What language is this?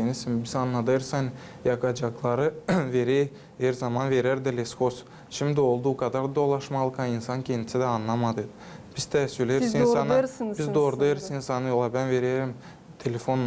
Gagauz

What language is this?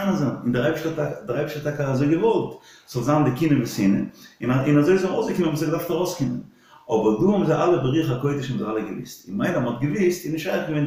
Yiddish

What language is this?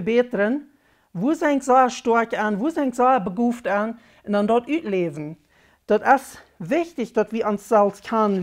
Plautdietsch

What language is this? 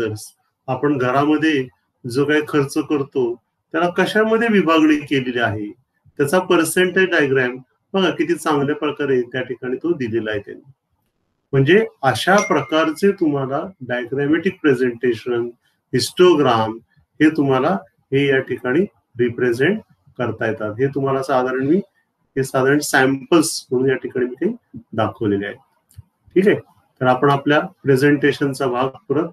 Marathi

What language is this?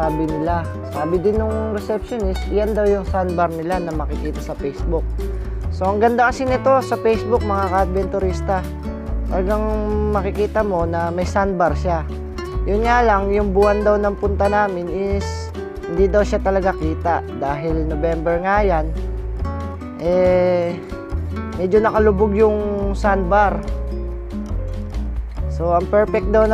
Filipino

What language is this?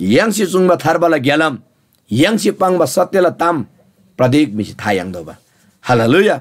Eastern Tamang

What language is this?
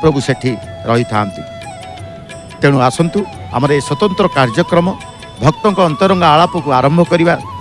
Odia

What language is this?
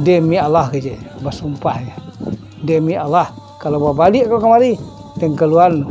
Minangkabau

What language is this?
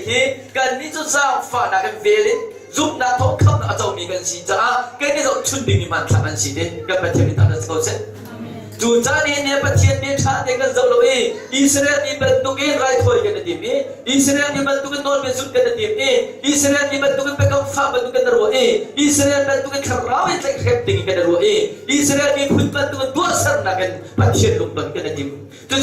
Hakha Chin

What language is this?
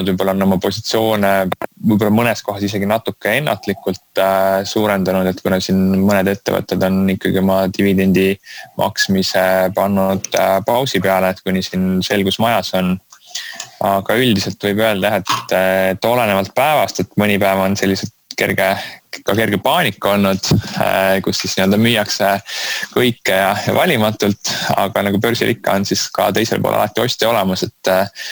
Estonian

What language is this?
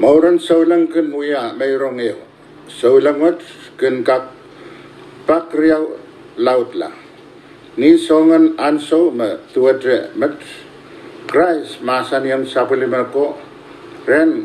Pohnpeian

